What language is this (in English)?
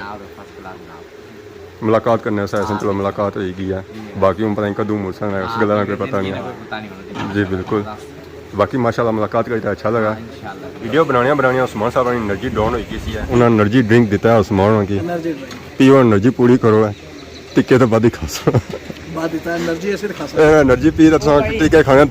Pahari-Potwari